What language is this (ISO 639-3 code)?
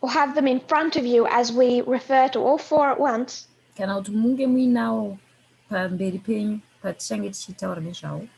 sna